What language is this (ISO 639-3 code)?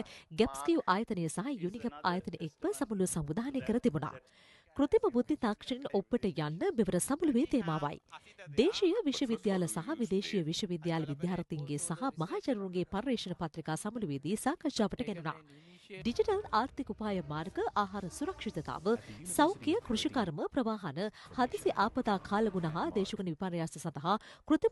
sin